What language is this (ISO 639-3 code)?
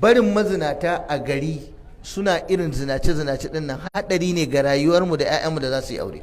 hau